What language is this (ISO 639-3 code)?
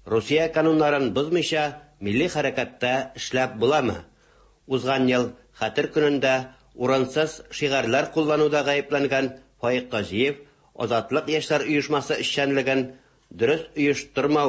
tat